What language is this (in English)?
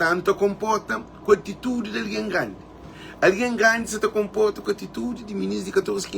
Kabuverdianu